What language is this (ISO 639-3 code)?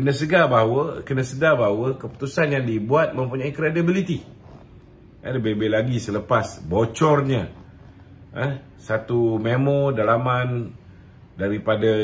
msa